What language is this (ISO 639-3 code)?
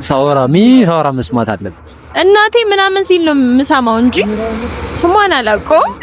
amh